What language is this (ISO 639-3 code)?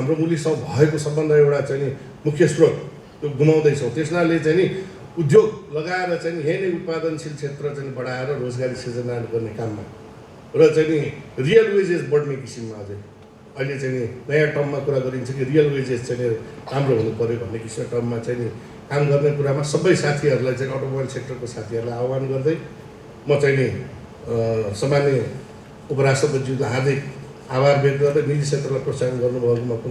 nep